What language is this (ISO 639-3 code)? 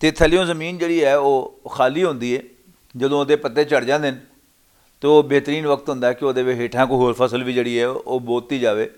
lah